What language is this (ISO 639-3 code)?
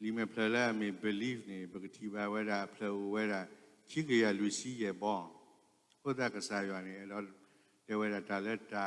ksw